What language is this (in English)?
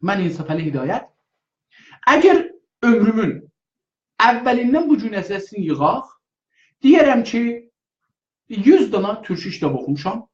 South Azerbaijani